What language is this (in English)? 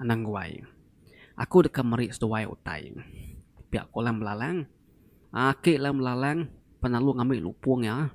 Iban